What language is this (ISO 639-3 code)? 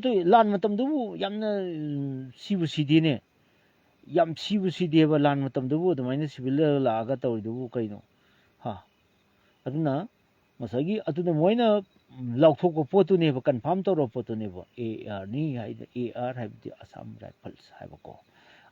mni